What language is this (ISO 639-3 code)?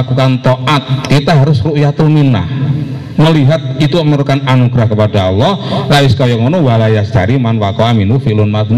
ind